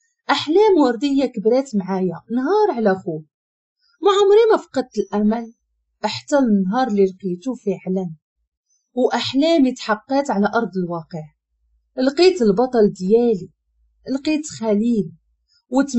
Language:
Moroccan Arabic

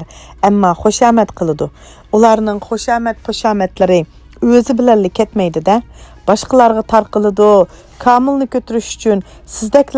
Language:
Uyghur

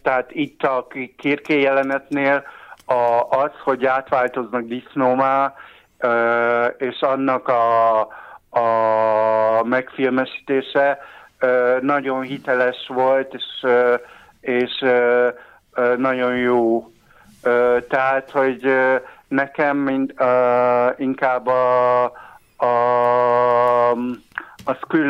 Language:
Hungarian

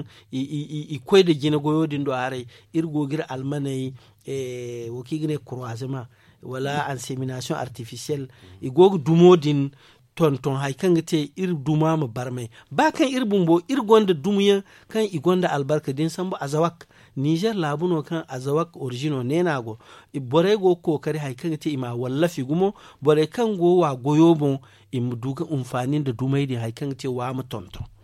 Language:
Zarma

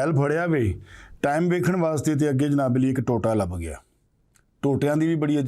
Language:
Western Panjabi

